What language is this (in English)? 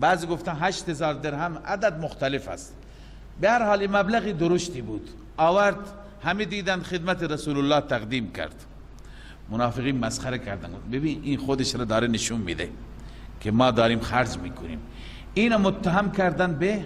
Persian